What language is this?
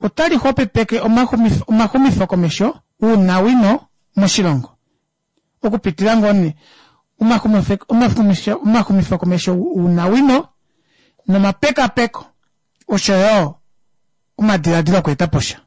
Kuanyama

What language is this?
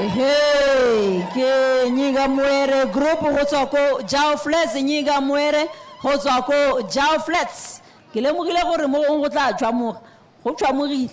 Tswana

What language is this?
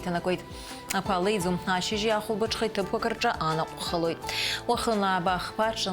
Abkhazian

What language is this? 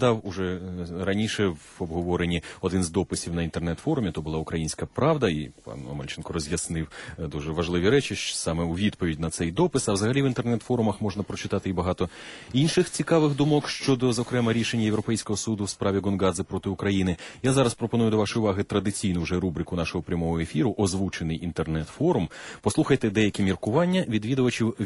Ukrainian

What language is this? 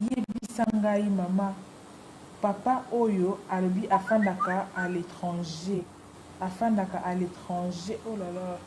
Lingala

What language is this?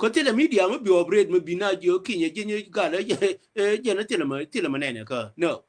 Nuer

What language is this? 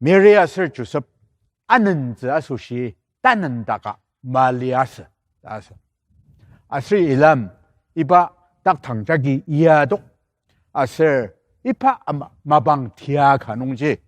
Ao Naga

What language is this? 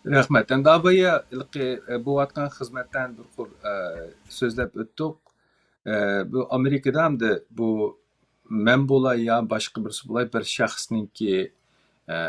Uyghur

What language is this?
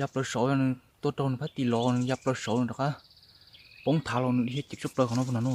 Hmong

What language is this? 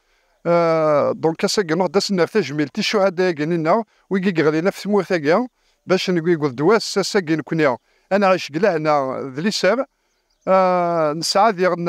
Kabyle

